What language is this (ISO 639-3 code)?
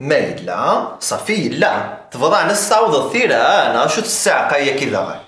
kab